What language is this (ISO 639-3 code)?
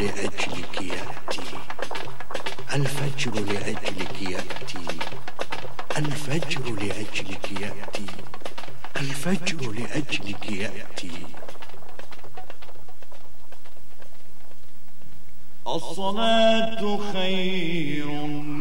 ara